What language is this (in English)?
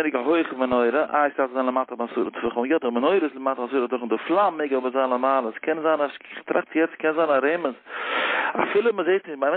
Yiddish